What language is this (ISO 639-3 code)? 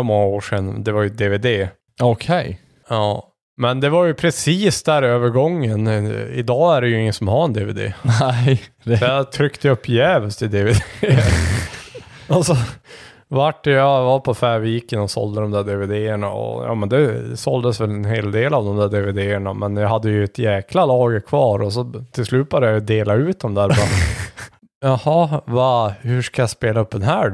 swe